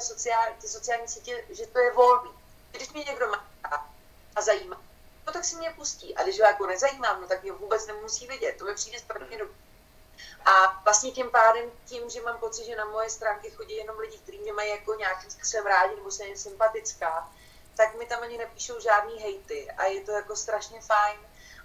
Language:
Czech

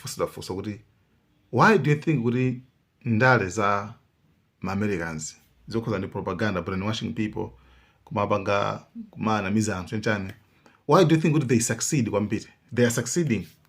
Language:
Nyanja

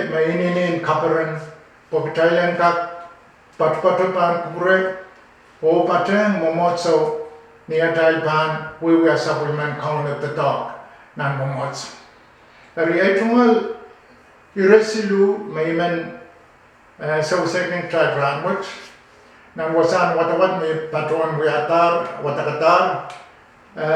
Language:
Pohnpeian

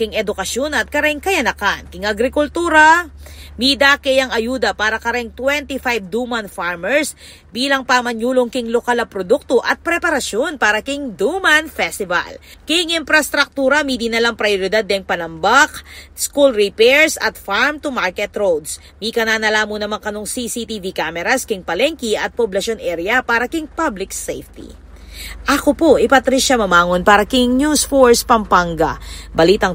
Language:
Pampanga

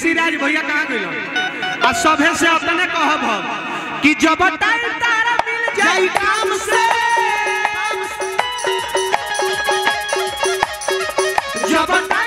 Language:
Bhojpuri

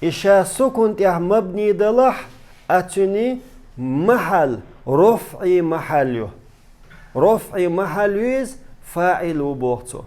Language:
Chechen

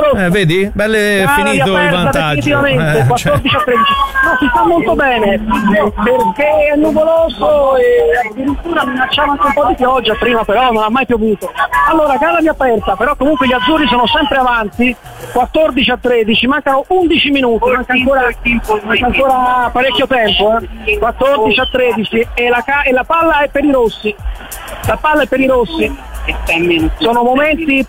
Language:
Italian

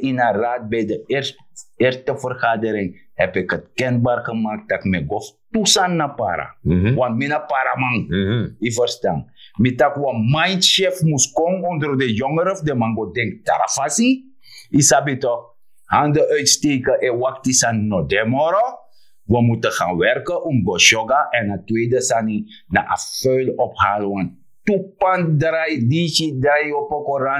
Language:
Sranan Tongo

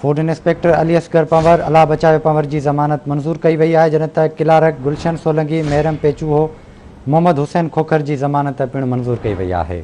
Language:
Sindhi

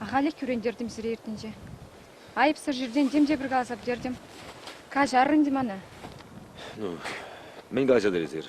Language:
Chuvash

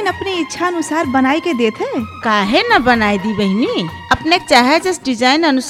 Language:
Bhojpuri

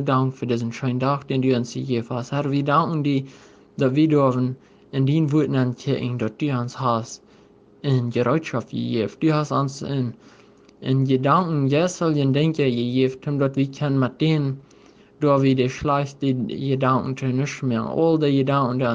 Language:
Plautdietsch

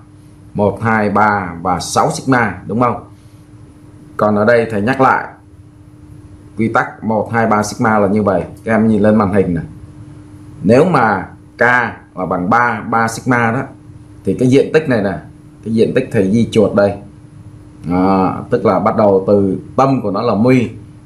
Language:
Vietnamese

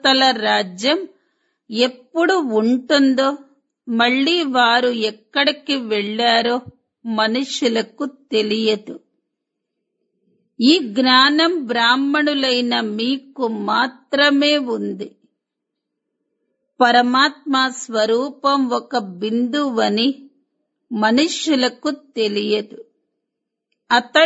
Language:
Telugu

